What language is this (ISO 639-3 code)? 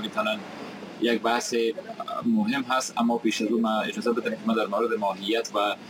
fas